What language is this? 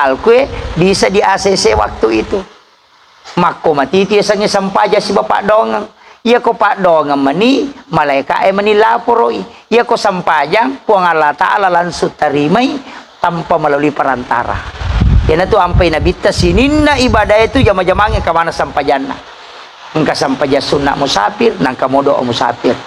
Buginese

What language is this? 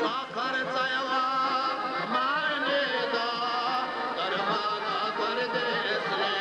Dargwa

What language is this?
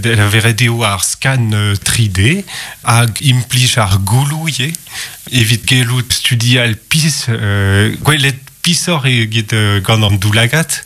Breton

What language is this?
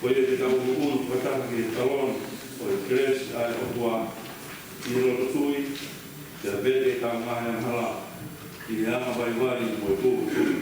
Tongan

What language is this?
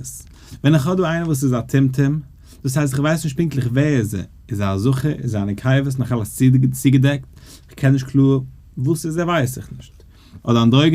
Yiddish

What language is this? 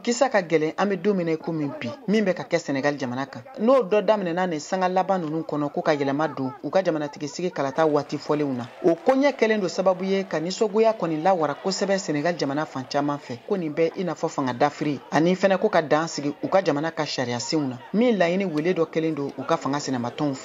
Bambara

